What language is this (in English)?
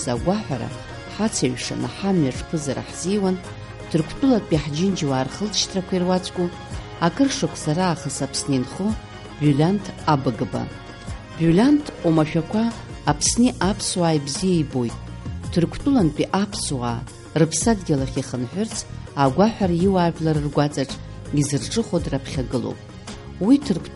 Abkhazian